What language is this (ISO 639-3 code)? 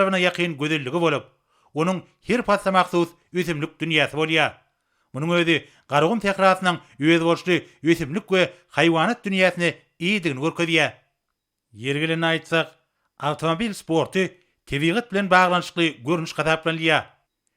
tuk